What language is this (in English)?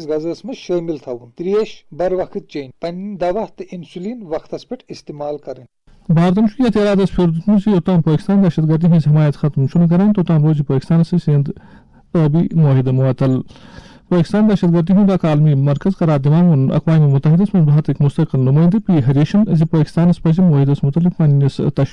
Kashmiri